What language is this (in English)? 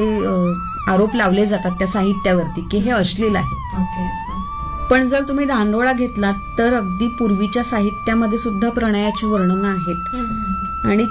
Marathi